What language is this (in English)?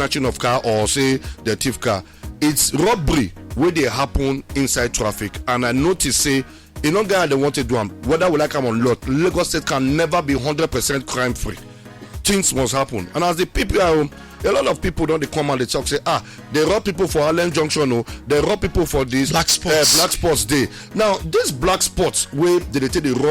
Nigerian Pidgin